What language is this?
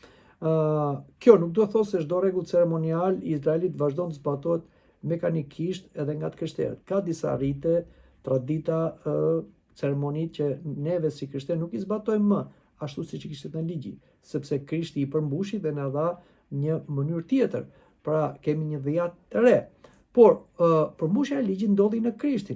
Albanian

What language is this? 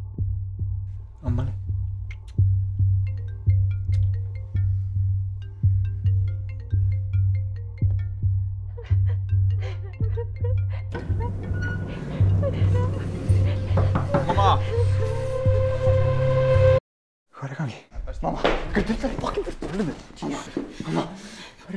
Icelandic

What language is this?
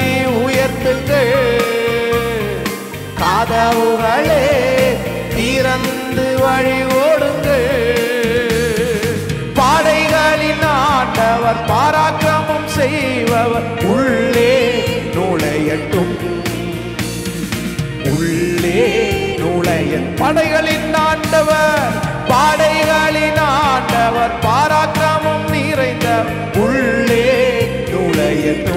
Tamil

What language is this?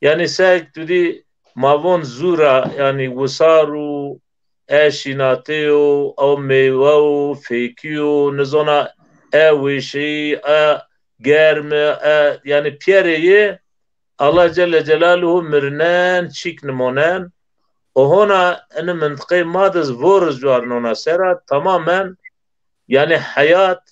Zaza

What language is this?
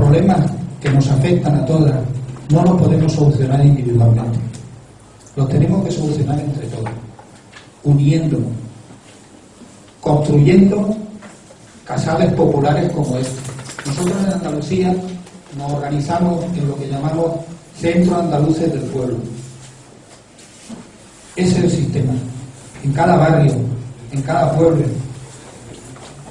Spanish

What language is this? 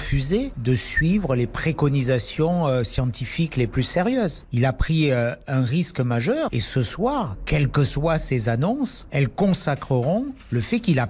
French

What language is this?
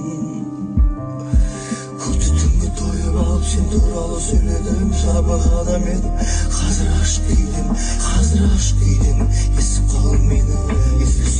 Kazakh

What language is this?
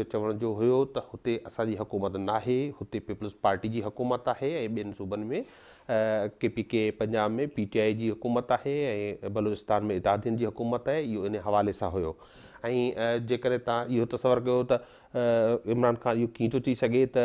Sindhi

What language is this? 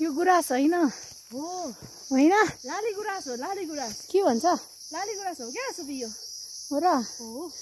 Nepali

